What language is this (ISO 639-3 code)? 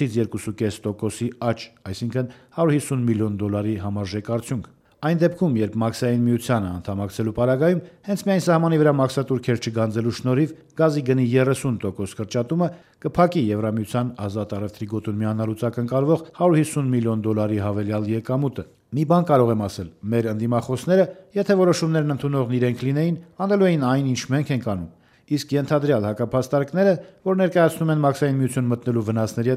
hye